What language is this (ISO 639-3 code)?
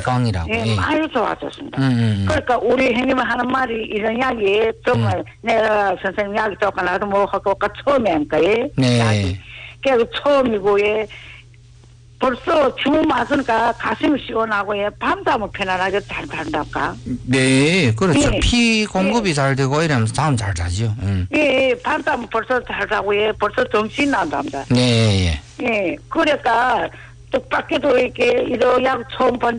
kor